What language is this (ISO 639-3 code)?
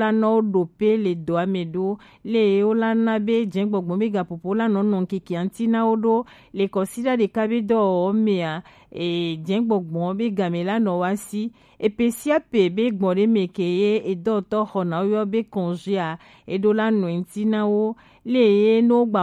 gej